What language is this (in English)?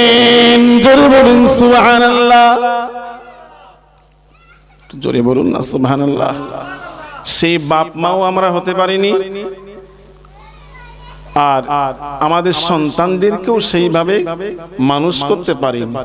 Bangla